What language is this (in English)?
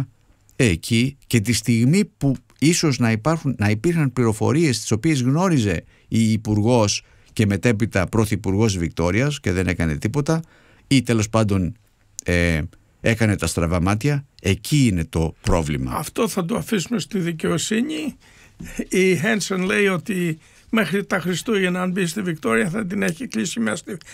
Greek